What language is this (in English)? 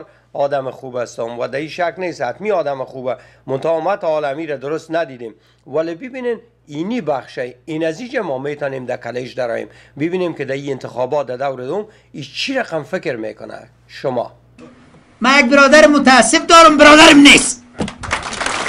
Persian